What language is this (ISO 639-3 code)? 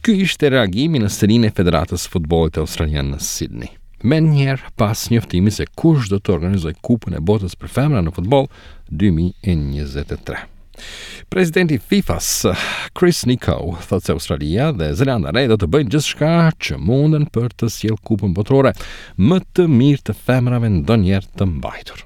sqi